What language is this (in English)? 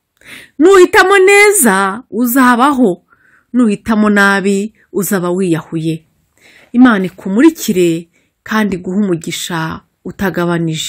Kinyarwanda